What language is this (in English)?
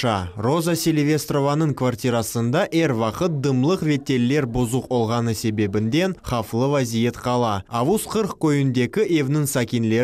Crimean Tatar